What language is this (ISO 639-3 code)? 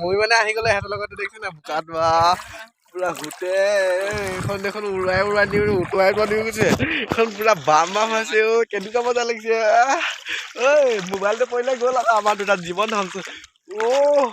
asm